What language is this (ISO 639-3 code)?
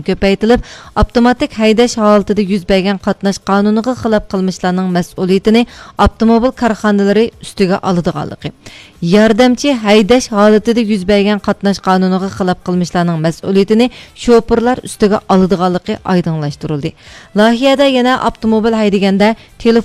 uig